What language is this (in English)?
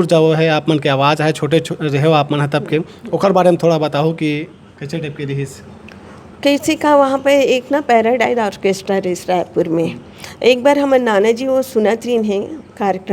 Chhattisgarhi